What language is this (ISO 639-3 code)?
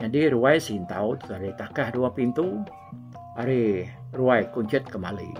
iba